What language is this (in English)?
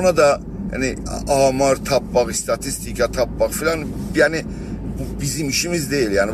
South Azerbaijani